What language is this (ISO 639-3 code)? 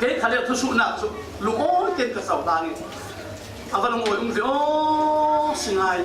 cfm